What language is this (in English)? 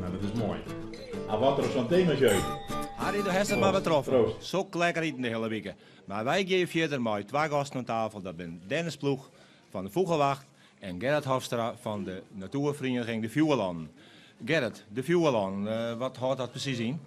Western Frisian